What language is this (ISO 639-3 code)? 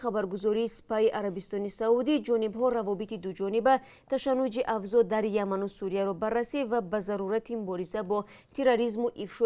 tgk